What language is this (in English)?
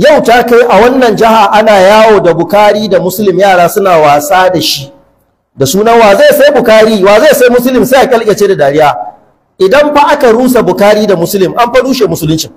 Hausa